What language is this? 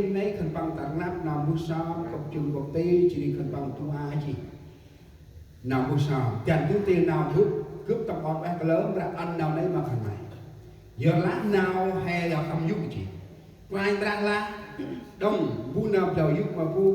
Central Mnong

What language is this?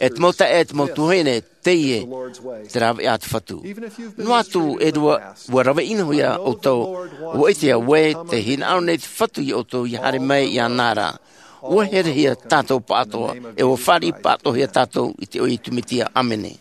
Tahitian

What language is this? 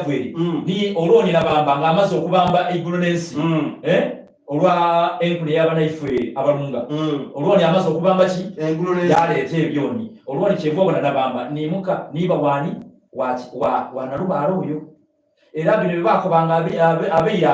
Soga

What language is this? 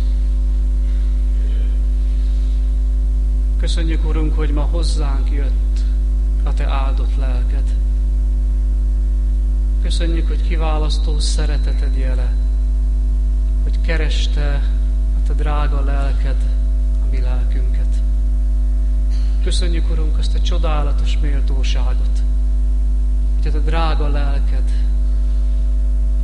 Hungarian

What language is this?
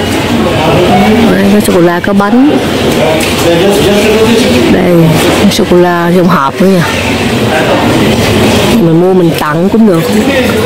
Vietnamese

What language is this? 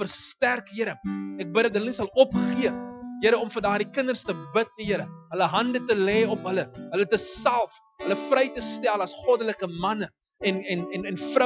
Afrikaans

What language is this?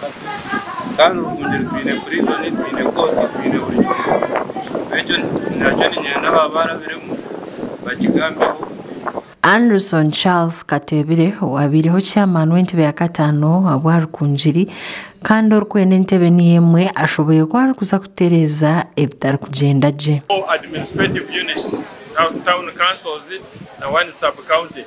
Nyankole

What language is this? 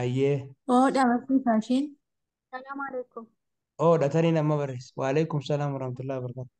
Oromo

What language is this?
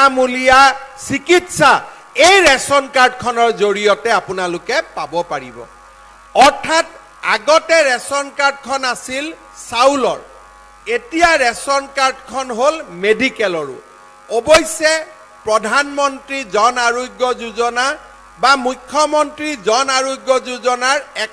Assamese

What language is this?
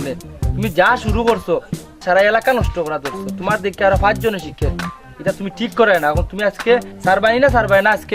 Sylheti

